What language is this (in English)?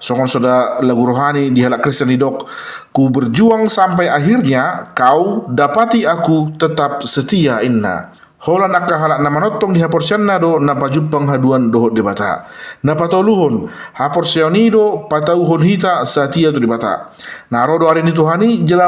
Batak Toba